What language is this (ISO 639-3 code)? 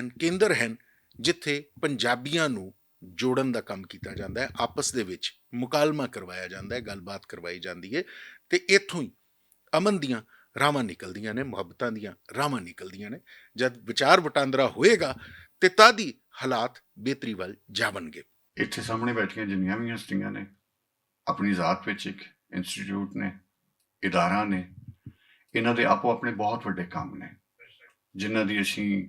lah